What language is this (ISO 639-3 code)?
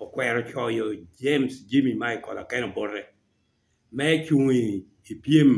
laj